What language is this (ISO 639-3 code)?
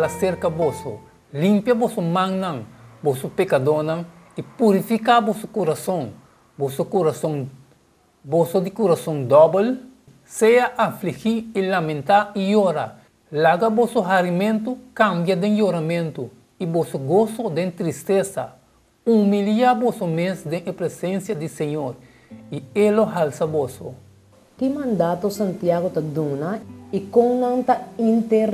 pap